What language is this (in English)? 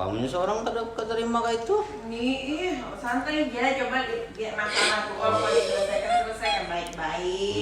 Banjar